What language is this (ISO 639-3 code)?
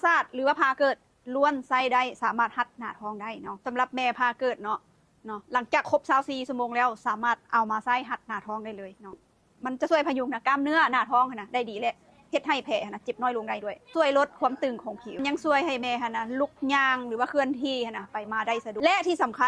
lao